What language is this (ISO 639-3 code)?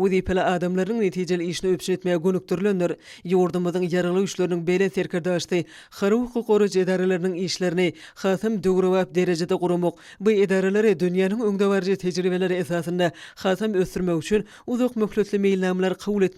tuk